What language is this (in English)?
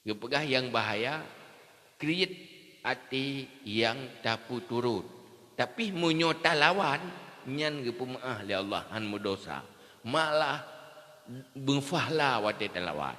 Achinese